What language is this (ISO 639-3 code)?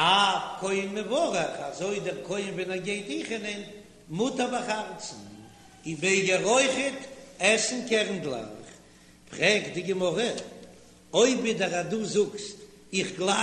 yid